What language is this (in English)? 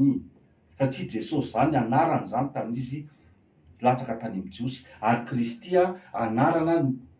Malagasy